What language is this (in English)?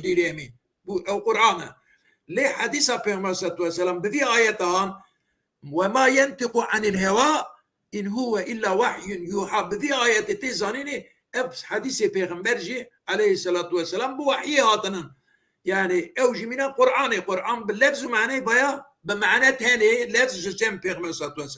Kurdish